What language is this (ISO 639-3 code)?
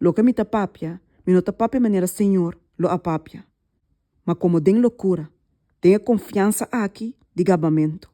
pap